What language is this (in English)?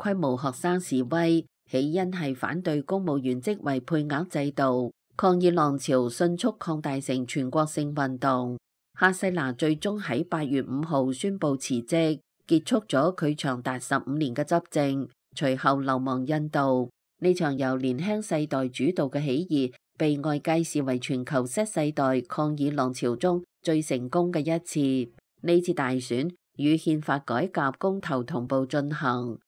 Cantonese